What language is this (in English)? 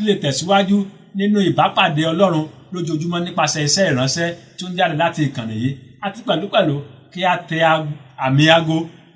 Yoruba